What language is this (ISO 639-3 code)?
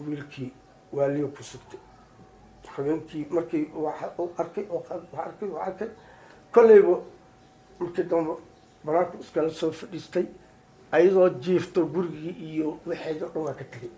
som